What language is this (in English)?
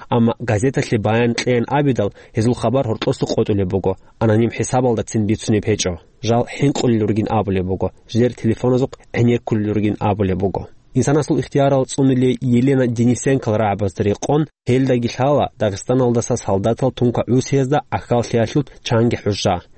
Avaric